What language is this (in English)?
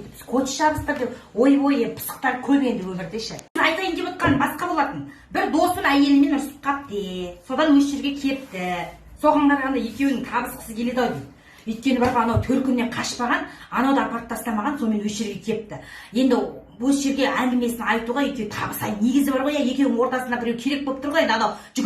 Kazakh